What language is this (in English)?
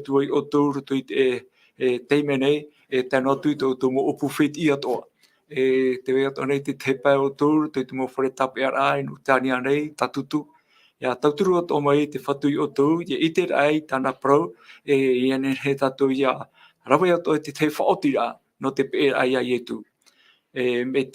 Tahitian